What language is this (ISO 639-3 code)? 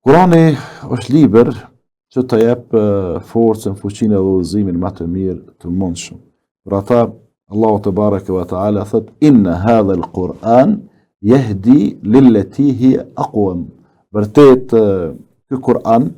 sqi